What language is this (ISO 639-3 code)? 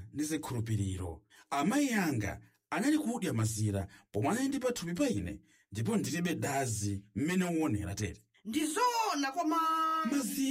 nya